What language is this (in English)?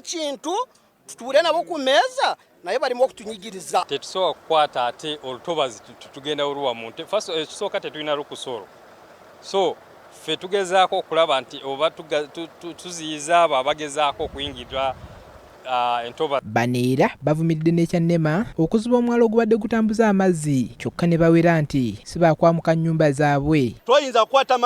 Ganda